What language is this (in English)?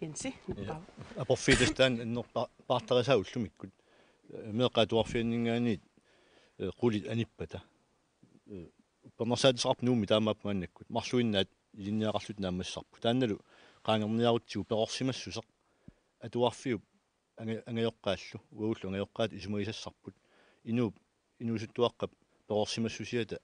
Kalaallisut